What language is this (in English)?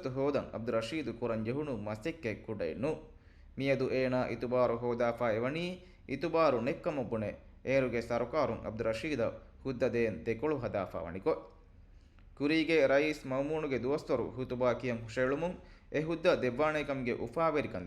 Divehi